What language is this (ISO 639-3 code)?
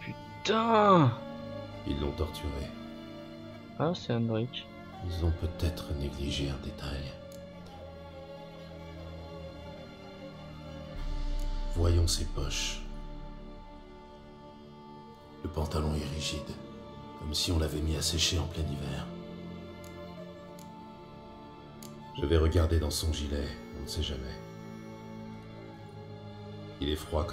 fra